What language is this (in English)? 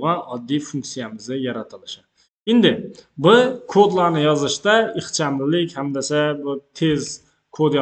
Uzbek